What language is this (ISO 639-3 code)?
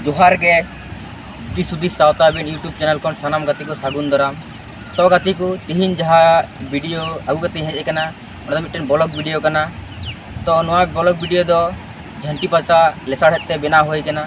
sat